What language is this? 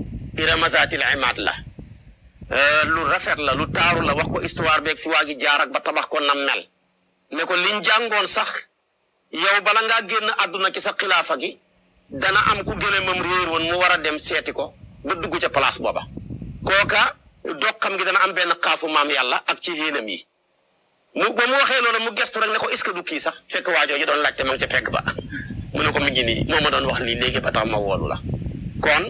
Wolof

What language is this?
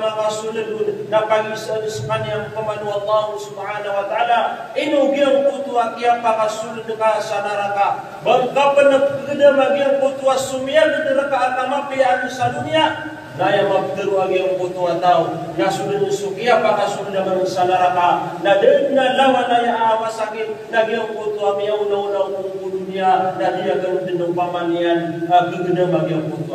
Maranao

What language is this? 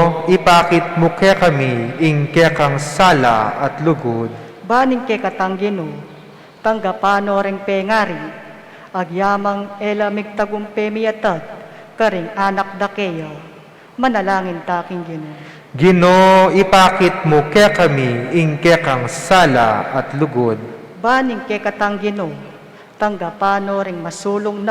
Pampanga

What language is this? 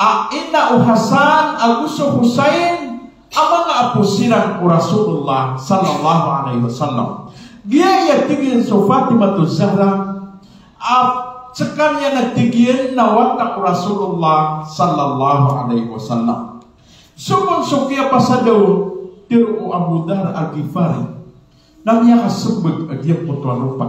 Maranao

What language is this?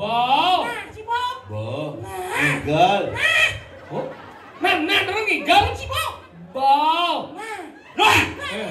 Balinese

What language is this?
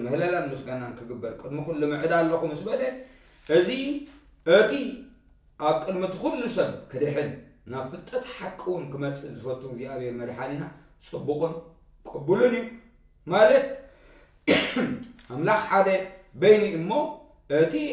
Tigrinya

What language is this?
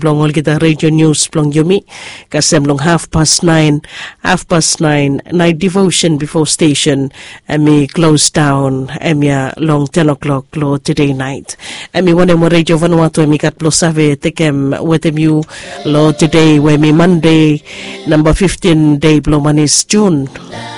Bislama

